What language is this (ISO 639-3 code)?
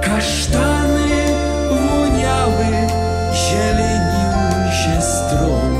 szl